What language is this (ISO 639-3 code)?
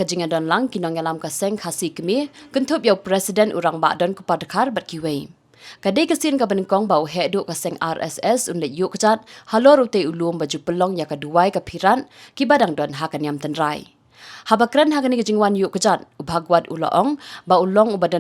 kha